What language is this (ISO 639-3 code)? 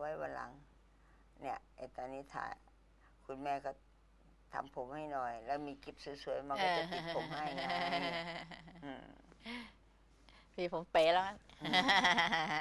tha